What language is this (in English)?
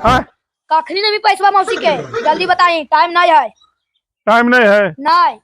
Magahi